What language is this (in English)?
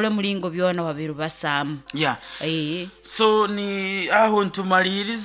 Nyoro